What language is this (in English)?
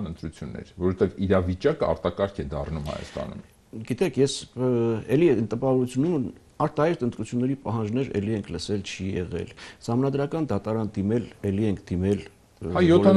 Armenian